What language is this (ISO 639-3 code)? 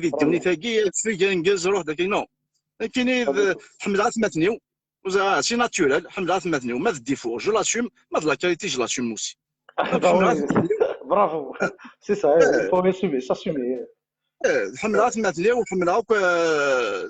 kab